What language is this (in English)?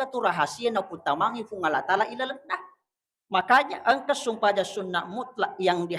Buginese